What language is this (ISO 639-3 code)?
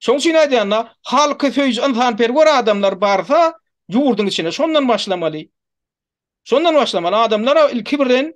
tuk